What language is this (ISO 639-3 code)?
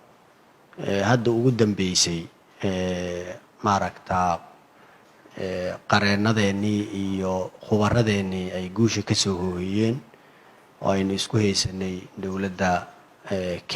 som